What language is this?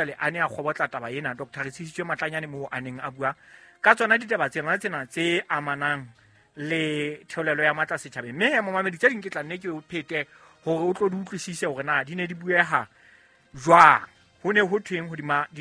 Southern Sotho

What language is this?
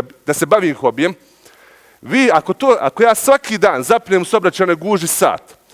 Bosnian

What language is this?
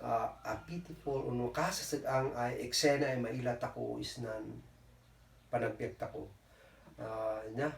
Kankanaey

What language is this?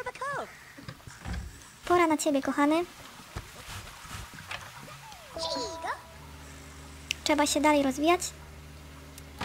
Polish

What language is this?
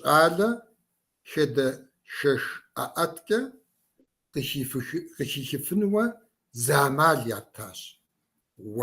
Kabardian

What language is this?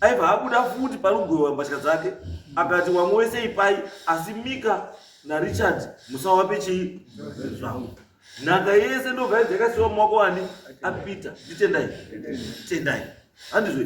Shona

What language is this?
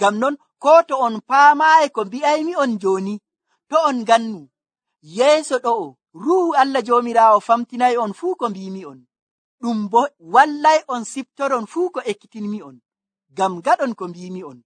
Nigerian Fulfulde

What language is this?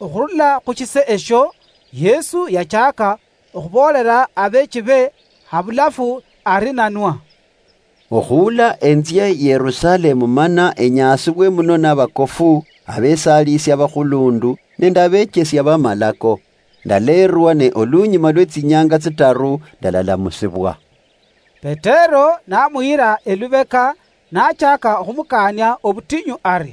Luyia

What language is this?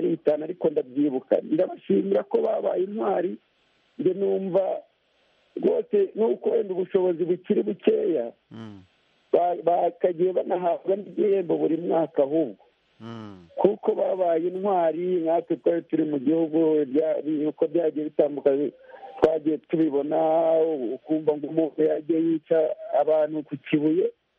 Kinyarwanda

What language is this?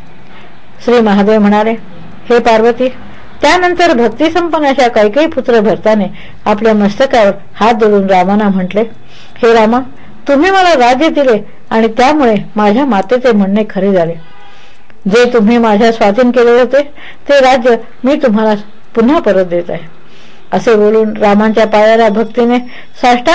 Marathi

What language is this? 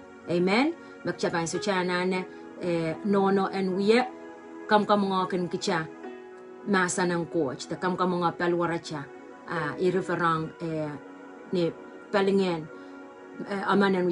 Pohnpeian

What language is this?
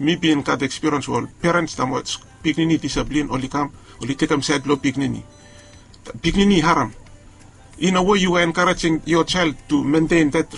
Bislama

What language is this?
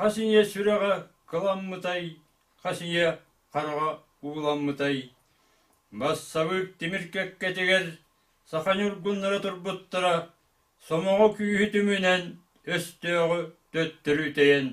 Yakut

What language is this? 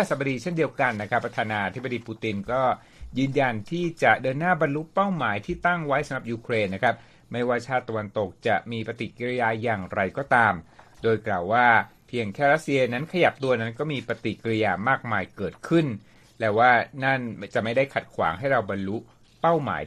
Thai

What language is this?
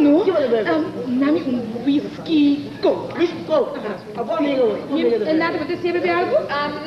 Papiamento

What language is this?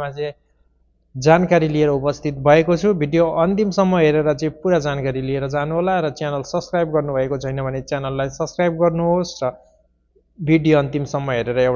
Nepali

